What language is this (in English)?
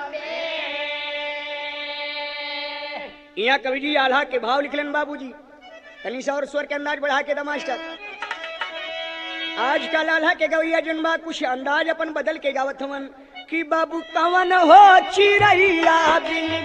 Bhojpuri